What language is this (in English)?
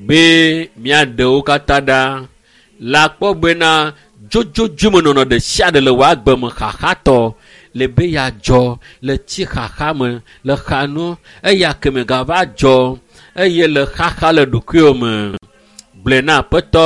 Ewe